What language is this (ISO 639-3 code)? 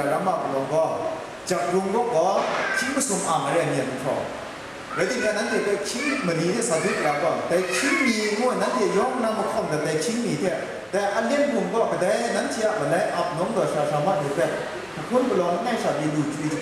kac